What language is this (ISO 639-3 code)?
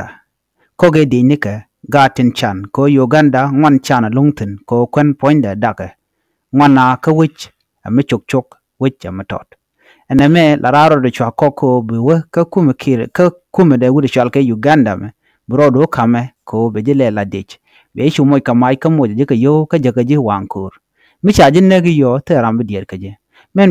nus